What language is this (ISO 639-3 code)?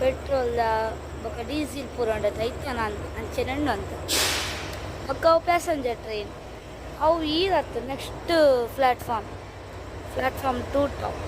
tcy